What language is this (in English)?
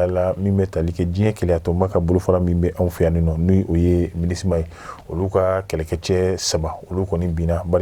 Bambara